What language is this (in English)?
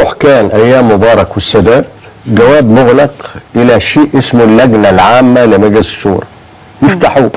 Egyptian Arabic